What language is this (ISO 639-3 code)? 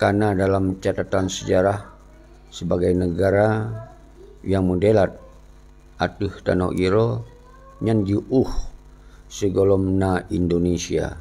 ace